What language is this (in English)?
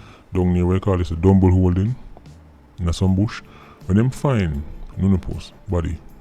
Jamaican Creole English